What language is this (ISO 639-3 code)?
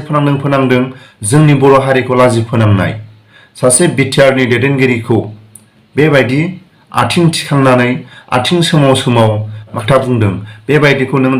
brx